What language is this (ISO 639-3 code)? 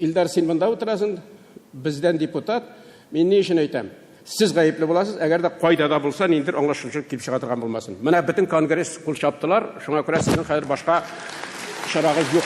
tat